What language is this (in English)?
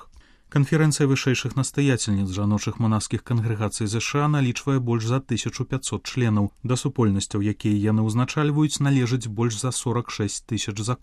Belarusian